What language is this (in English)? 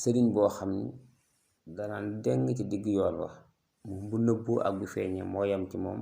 Wolof